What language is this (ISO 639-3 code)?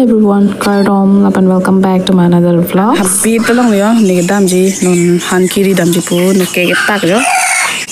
mjw